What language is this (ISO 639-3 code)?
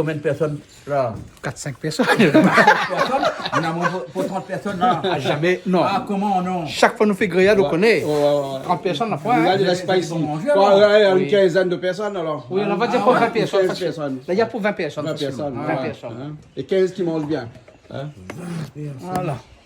rcf